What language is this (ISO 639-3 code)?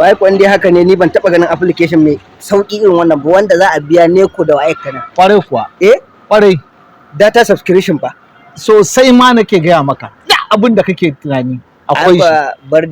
hau